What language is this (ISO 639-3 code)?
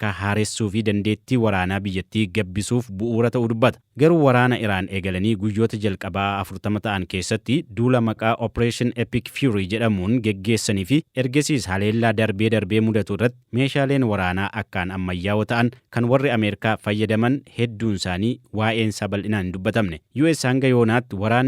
orm